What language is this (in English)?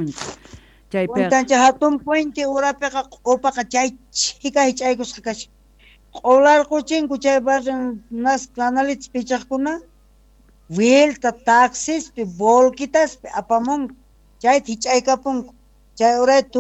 South Bolivian Quechua